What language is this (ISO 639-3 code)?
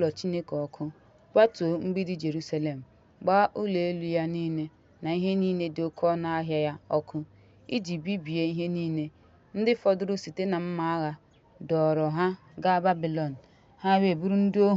ibo